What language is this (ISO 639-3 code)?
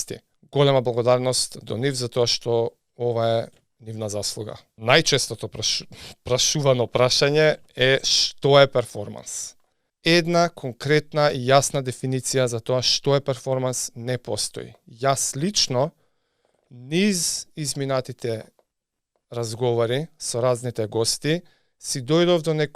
mkd